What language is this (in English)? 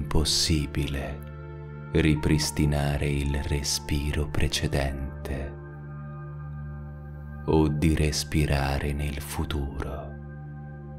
Italian